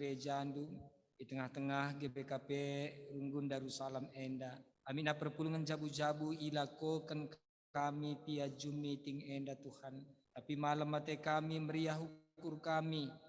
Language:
Batak Karo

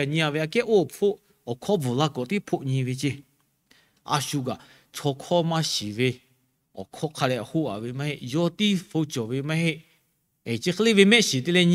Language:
Lahu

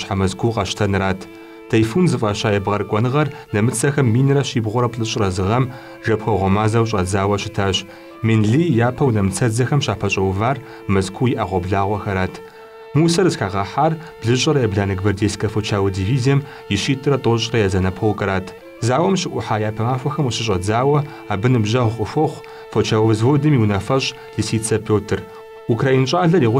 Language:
Kabardian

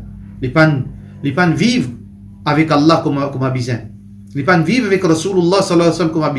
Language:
Morisyen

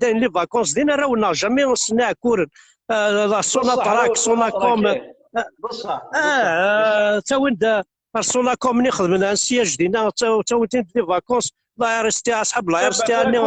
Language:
Kabyle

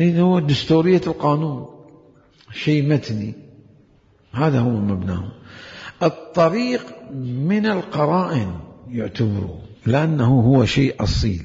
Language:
Mesopotamian Arabic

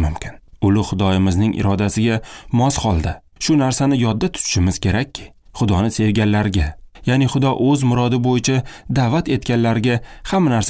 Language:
Uzbek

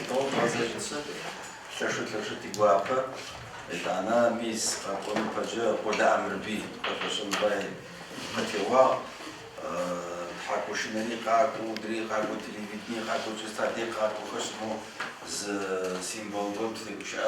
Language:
Adyghe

